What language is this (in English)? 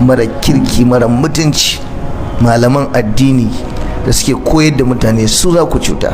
Hausa